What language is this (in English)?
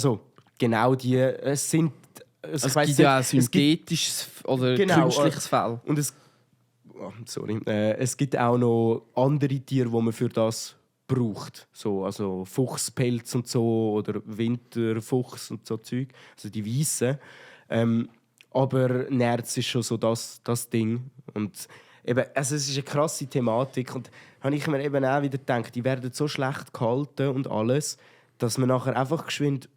Swiss German